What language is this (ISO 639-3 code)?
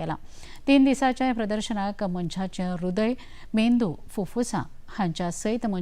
kok